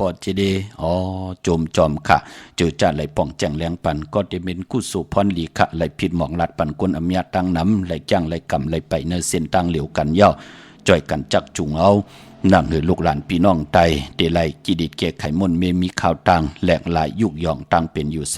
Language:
Shan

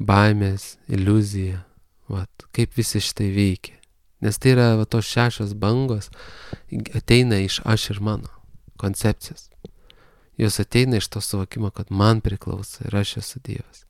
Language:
Lithuanian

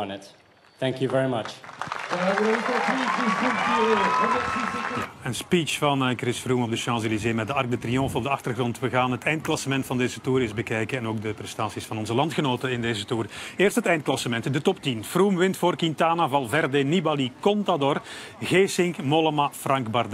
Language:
Dutch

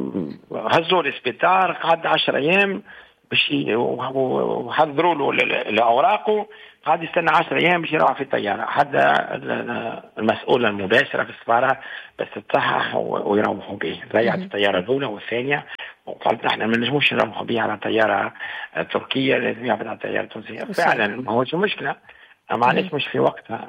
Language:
Tunisian Arabic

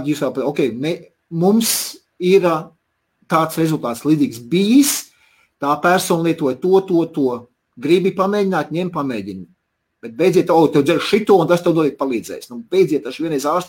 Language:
Latvian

